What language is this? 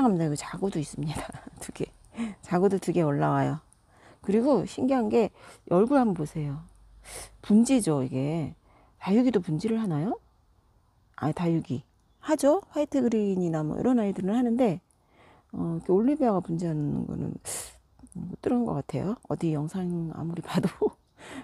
Korean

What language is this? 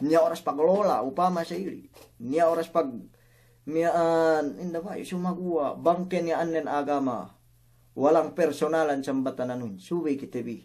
Yakan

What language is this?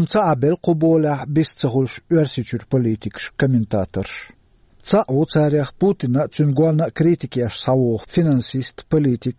Chechen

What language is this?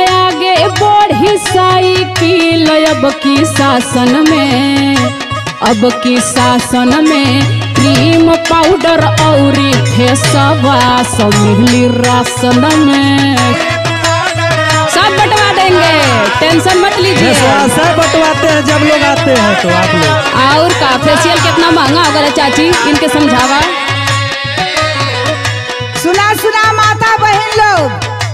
Bhojpuri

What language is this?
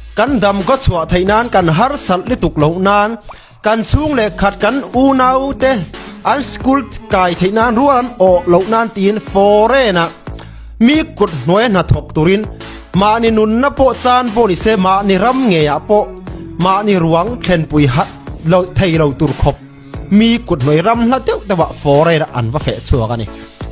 Falam Chin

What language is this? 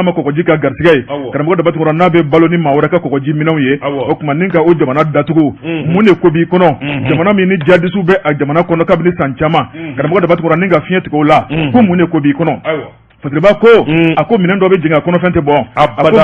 Bambara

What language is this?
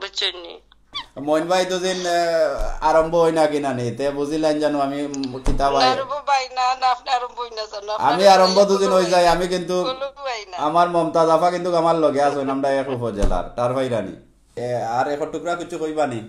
Sylheti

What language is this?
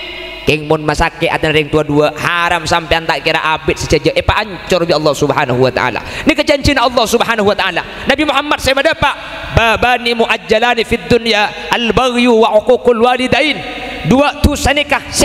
Madurese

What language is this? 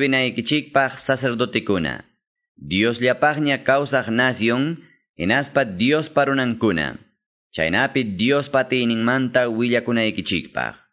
Quechua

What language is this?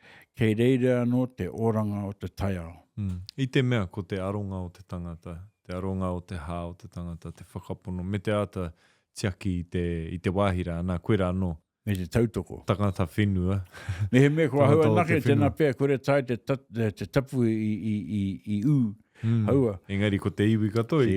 Māori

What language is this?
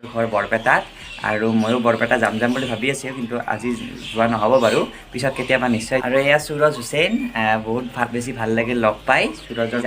Assamese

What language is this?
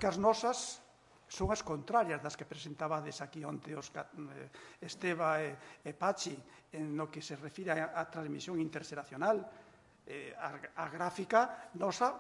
Galician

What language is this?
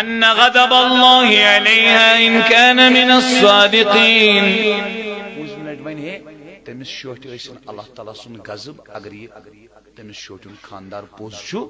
Kashmiri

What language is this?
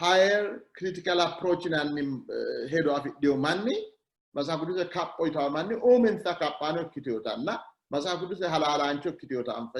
Sidamo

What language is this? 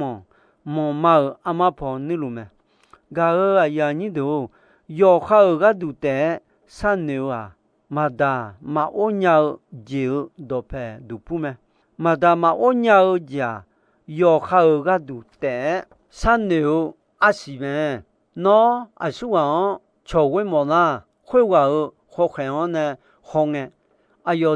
Akha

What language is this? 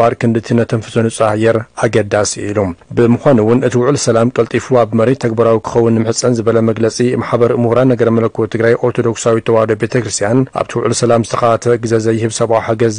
Tigrinya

